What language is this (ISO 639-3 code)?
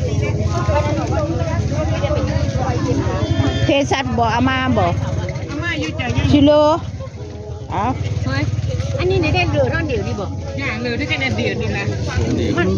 tts